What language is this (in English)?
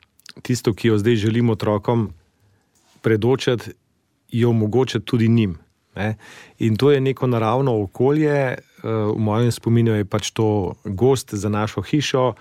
Slovenian